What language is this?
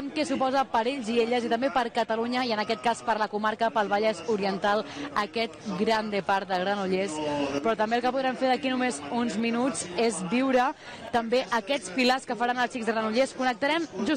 Catalan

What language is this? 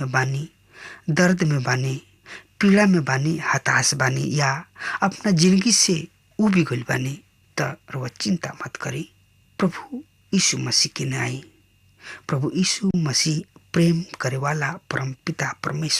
Bhojpuri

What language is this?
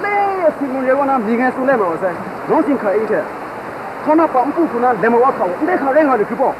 Kachin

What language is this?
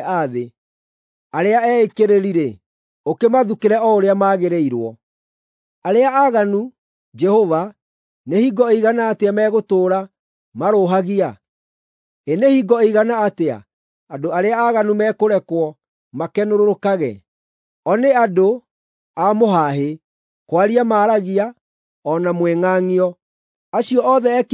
Kikuyu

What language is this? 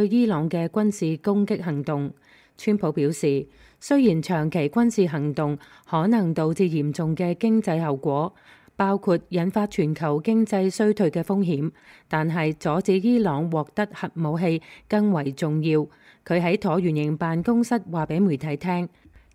Cantonese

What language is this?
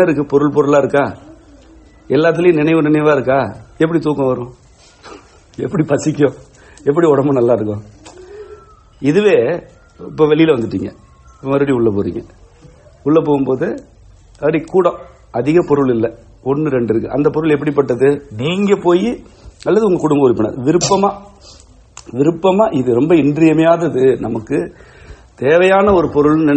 Tamil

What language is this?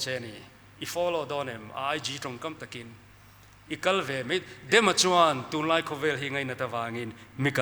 Mizo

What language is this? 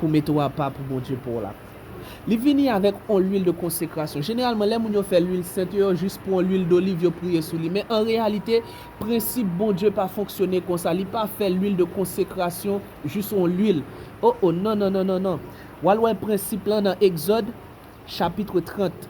Haitian Creole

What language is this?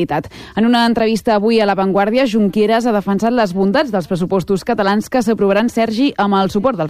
Catalan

